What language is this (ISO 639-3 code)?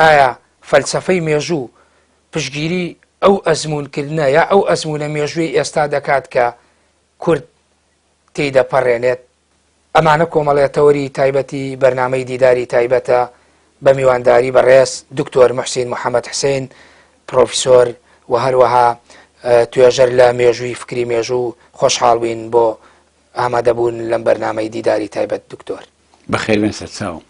ckb